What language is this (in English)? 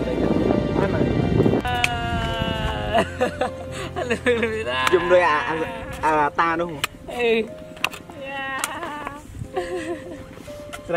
Vietnamese